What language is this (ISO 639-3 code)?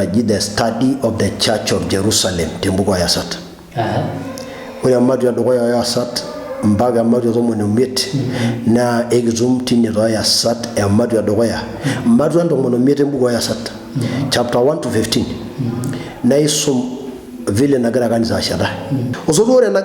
mas